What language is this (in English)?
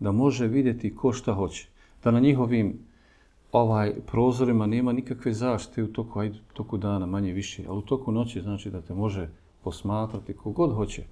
Bosnian